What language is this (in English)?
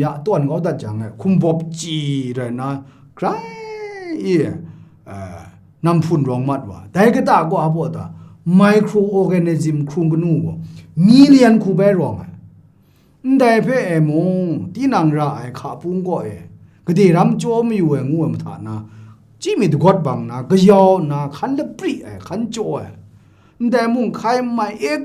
Kachin